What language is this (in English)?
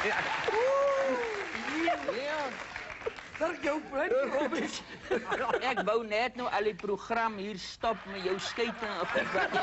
Afrikaans